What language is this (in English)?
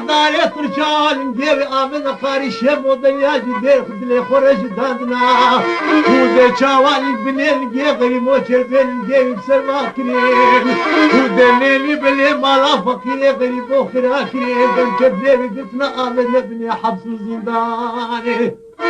Kurdish